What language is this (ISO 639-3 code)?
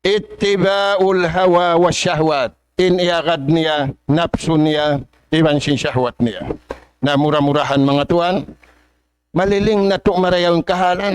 tsg